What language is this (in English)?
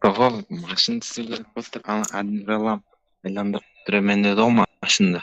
Kara-Kalpak